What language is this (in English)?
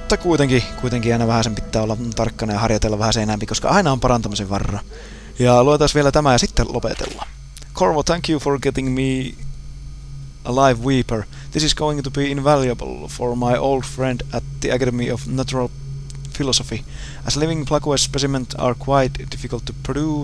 Finnish